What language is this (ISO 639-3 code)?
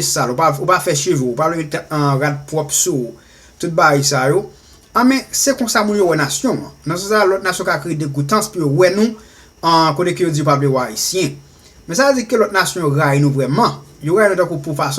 hat